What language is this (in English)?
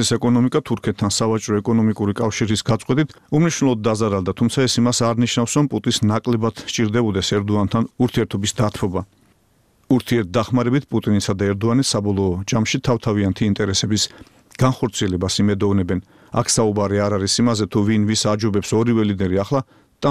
Georgian